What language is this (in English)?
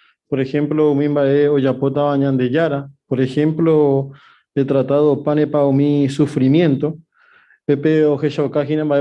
Guarani